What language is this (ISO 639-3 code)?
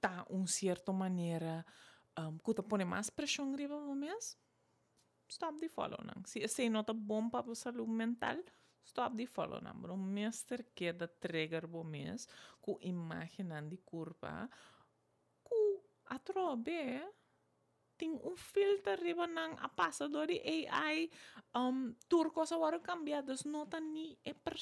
pap